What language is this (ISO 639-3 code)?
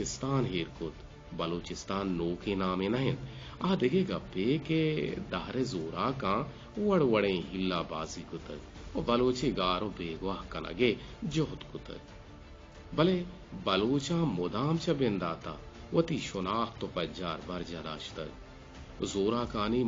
bgp